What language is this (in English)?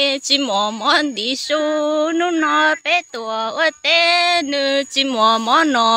Hmong